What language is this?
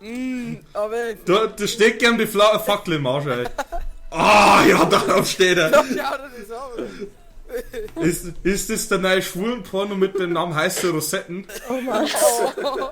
Bavarian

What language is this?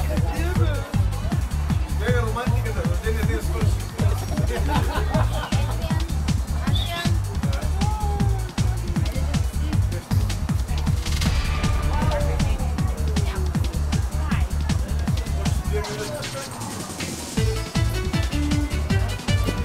Bulgarian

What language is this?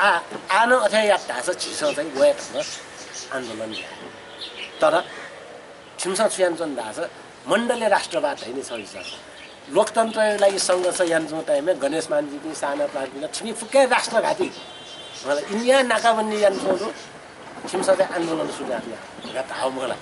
Newari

